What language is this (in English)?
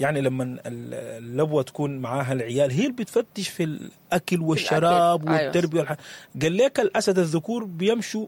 Sudanese Arabic